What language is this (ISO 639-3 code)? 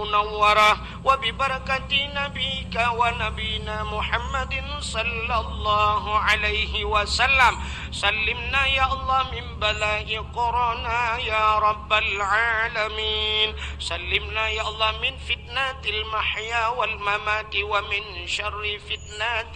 ace